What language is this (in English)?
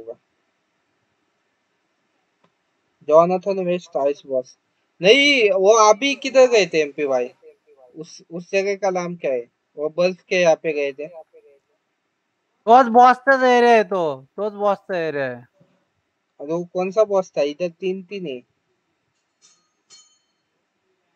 Hindi